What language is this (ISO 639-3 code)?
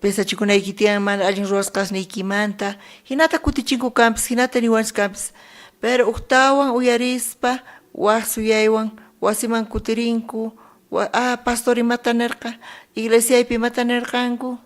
quh